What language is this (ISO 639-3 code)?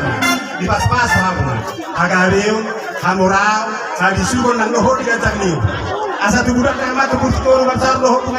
bbc